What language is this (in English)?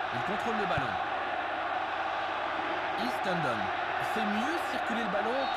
French